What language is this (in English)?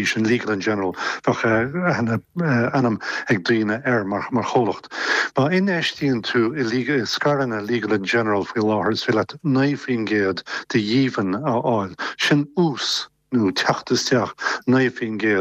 Irish